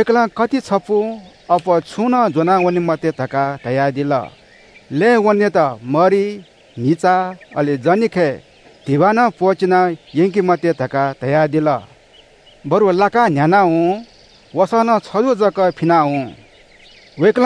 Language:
Newari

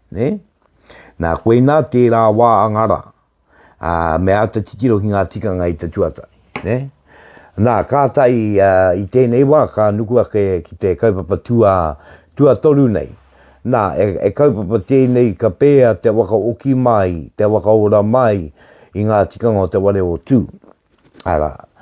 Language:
Māori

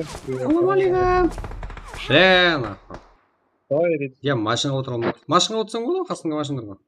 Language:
Kara-Kalpak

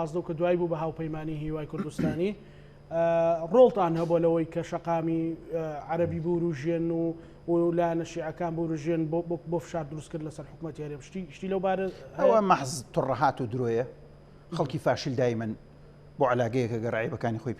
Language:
Central Kurdish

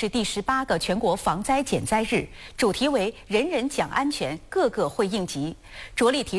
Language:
Chinese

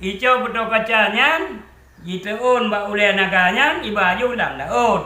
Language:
Achinese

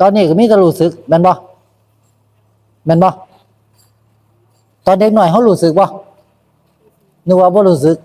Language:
Northeastern Thai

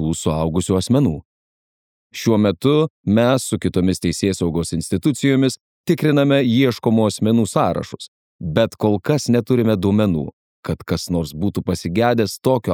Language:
Lithuanian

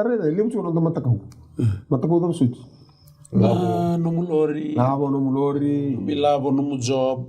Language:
Fijian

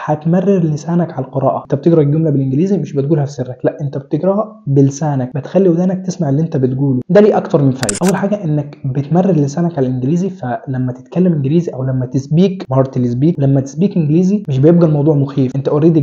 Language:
Egyptian Arabic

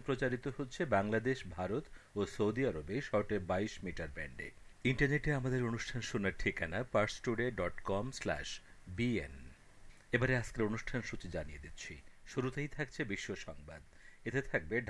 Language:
Bangla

